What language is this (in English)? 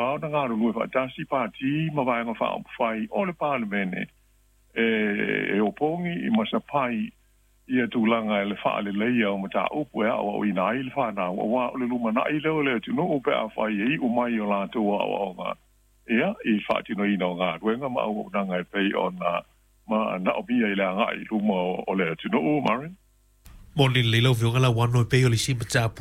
Samoan